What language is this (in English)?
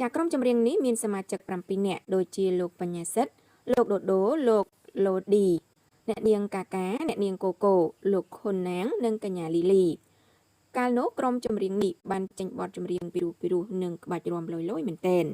Khmer